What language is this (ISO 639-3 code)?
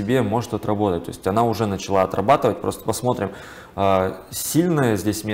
rus